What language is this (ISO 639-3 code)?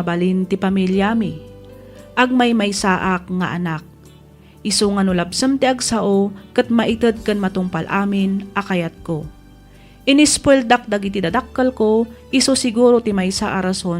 ilo